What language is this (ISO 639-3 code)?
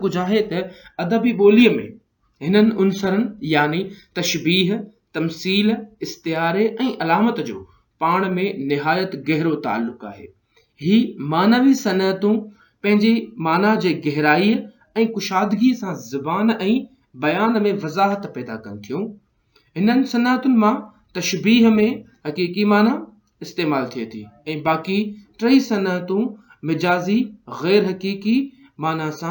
snd